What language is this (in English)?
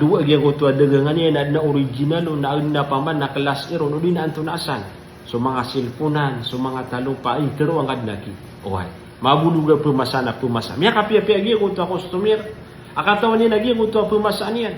Maranao